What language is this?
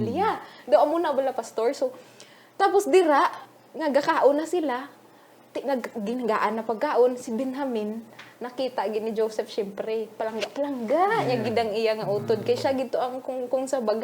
Hiligaynon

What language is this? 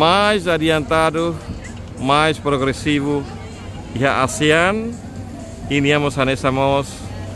Tetum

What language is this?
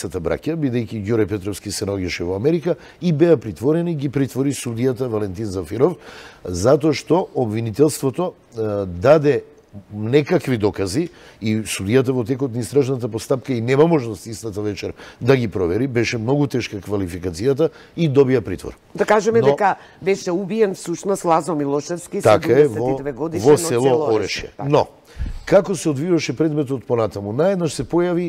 Macedonian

